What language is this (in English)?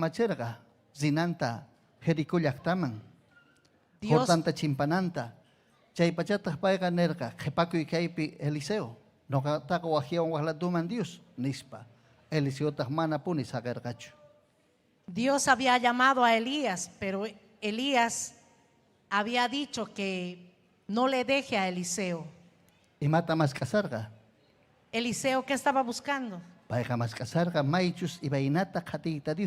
Ayacucho Quechua